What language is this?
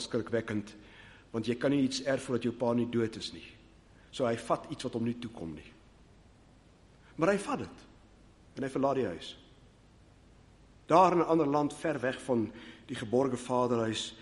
Afrikaans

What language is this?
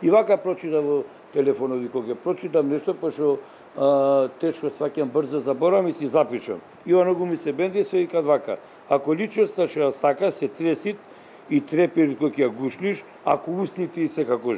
Macedonian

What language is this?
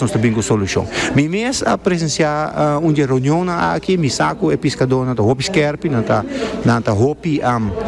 Papiamento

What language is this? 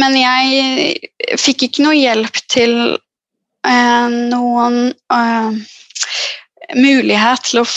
Norwegian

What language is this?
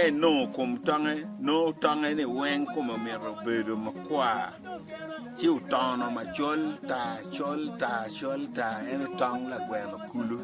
Acoli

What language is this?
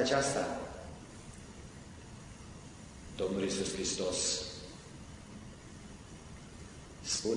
Romanian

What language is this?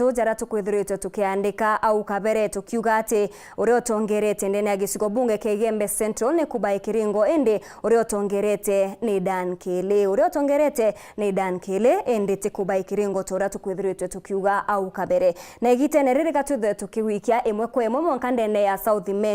Meru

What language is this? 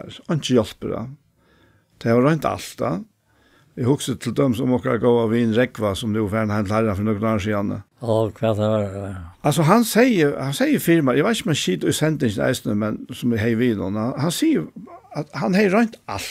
Faroese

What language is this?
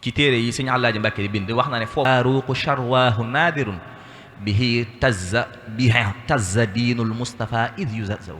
Wolof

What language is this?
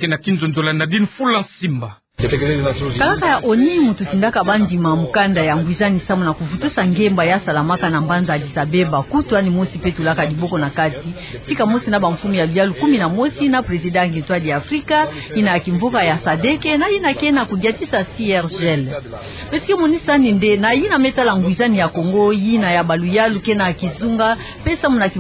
Kituba (Democratic Republic of Congo)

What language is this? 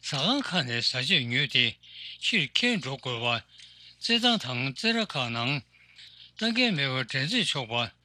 Tibetan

